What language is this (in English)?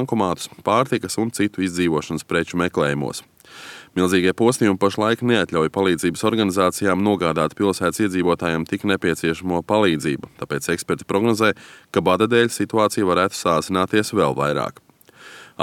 Latvian